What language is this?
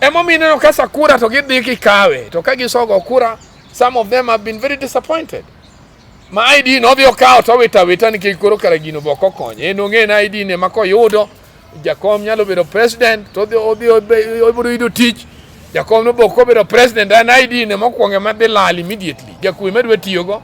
Luo (Kenya and Tanzania)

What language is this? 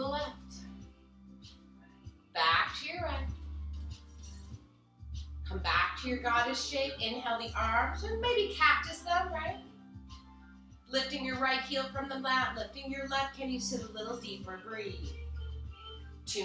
English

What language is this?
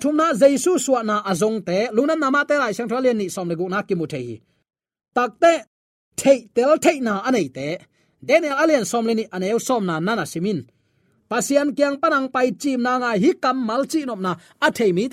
Tedim Chin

